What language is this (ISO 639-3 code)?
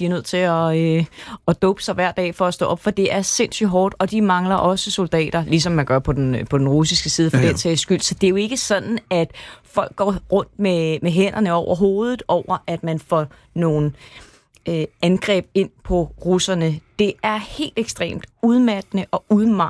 dan